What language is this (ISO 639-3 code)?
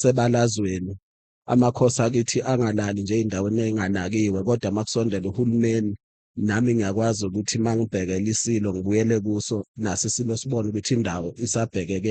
zul